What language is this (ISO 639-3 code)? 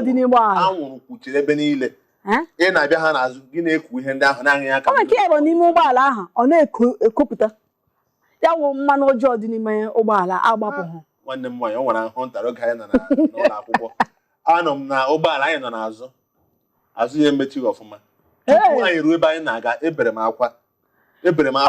ibo